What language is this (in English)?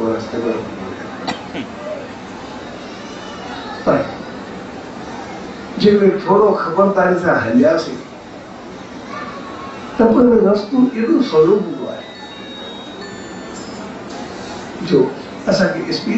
Sindhi